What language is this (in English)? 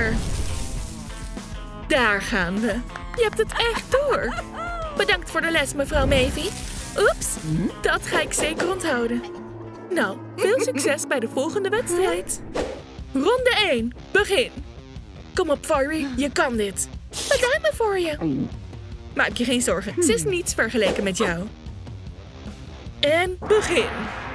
Dutch